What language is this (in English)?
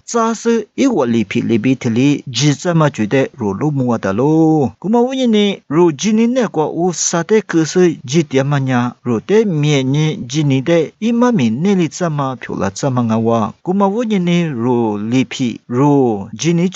Lisu